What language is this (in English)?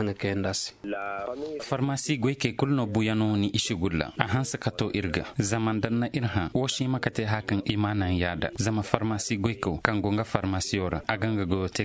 Koyraboro Senni